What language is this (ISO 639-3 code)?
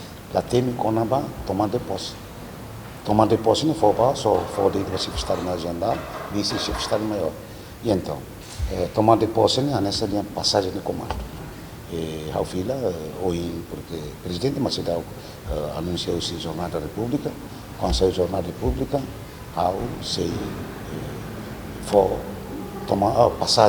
tet